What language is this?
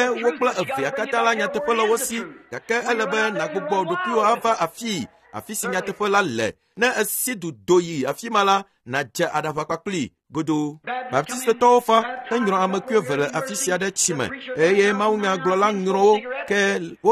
Ewe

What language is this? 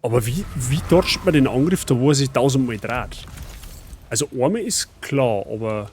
Bavarian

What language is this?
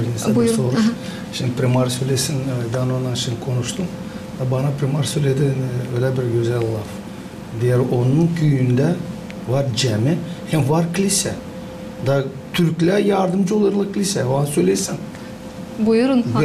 Gagauz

